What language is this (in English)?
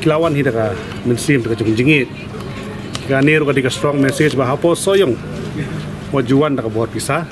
Khasi